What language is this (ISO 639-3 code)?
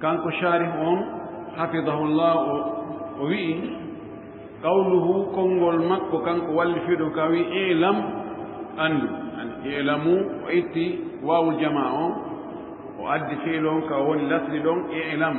ful